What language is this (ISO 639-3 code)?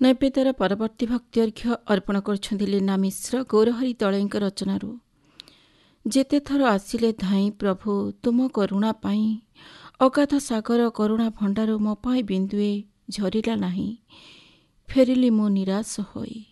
ori